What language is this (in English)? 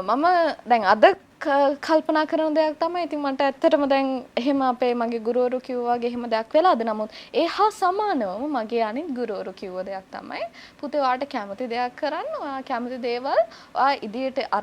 Sinhala